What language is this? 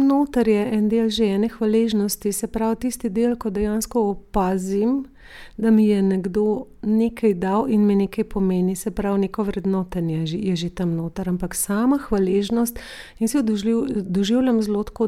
Slovenian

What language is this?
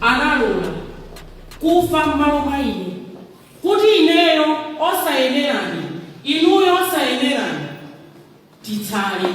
Nyanja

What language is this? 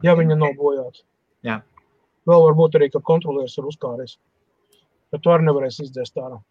Latvian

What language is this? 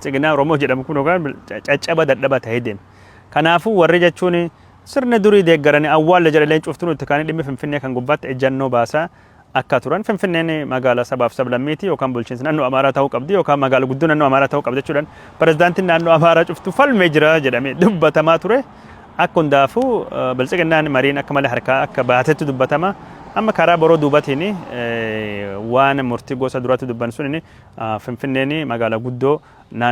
Oromo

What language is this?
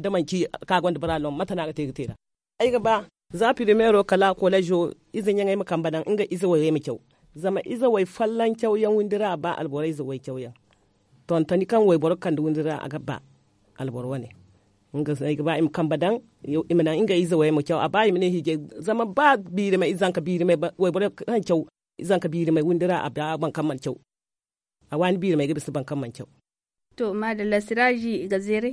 Zarma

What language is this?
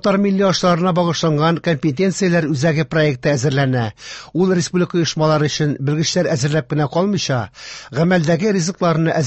Tatar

